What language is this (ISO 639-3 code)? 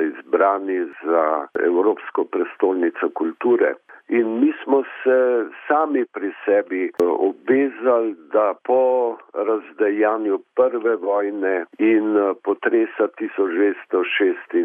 slv